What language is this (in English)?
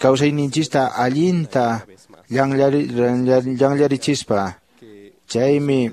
Quechua